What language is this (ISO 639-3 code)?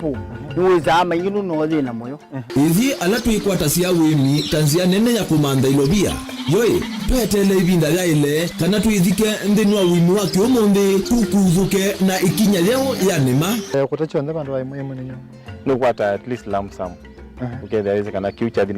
kam